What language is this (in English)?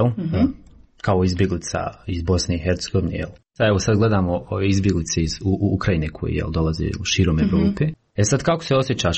Croatian